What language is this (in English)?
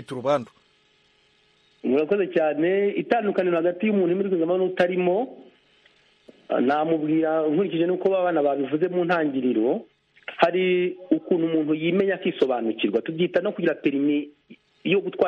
Kinyarwanda